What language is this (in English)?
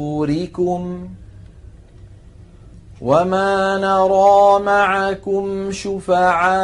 Arabic